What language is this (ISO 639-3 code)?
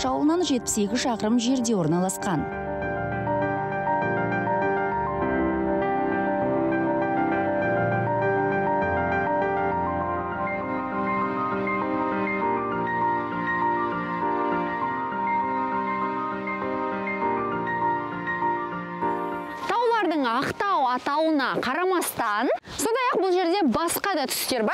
kaz